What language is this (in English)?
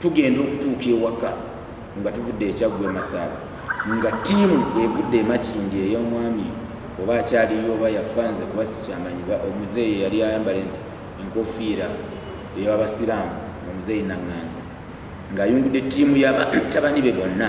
Ganda